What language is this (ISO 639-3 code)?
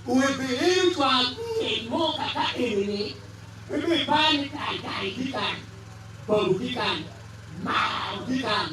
ach